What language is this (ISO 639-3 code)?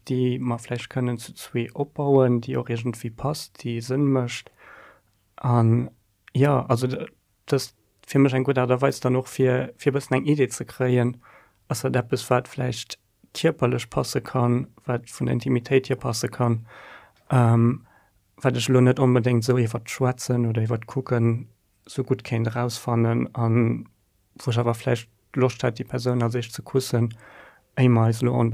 ltz